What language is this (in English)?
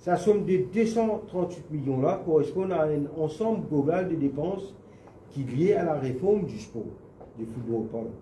Morisyen